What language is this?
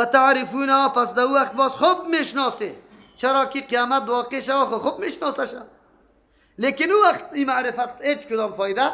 Persian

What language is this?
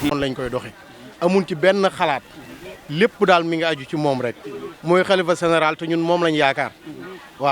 Wolof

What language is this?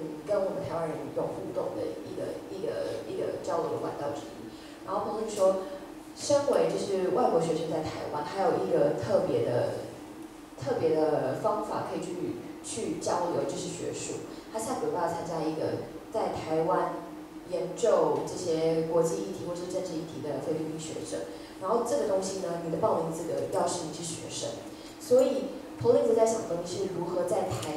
Chinese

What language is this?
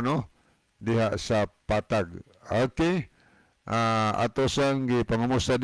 Cebuano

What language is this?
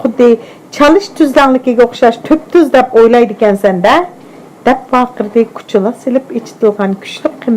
Uyghur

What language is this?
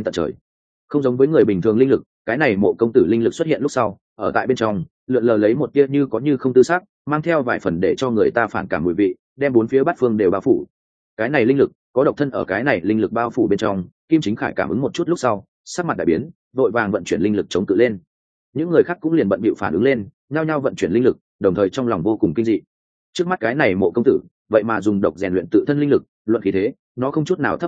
Vietnamese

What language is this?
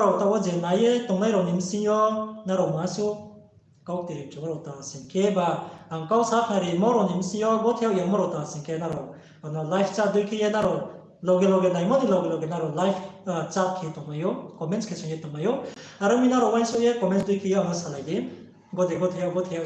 Riang (India)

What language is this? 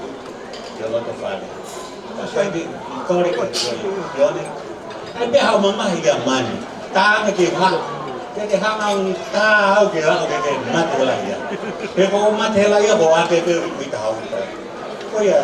Tongan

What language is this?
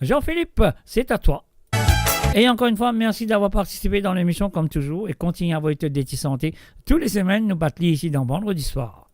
Morisyen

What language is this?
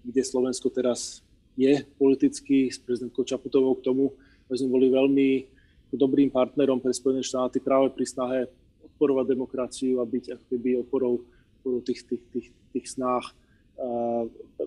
Slovak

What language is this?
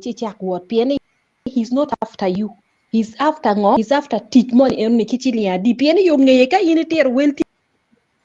Acoli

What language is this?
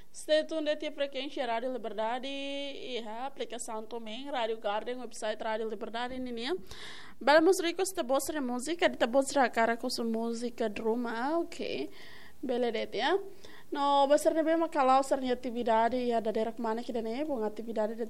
Tetum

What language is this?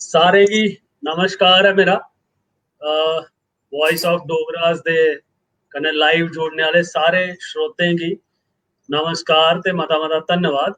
Dogri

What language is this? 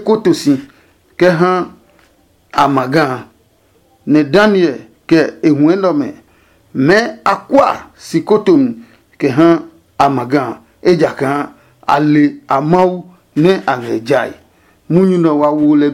Adangme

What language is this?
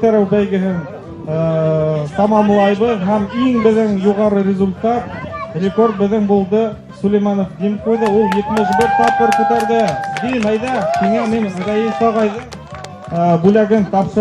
Bashkir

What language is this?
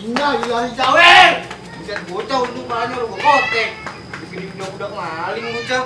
Betawi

